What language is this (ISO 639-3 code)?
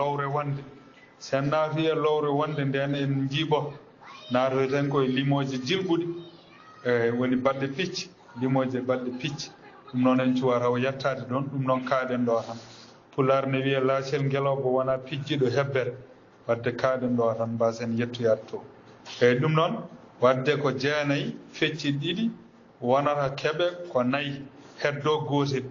ful